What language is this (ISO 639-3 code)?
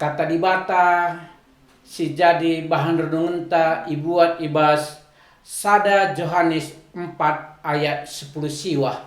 btx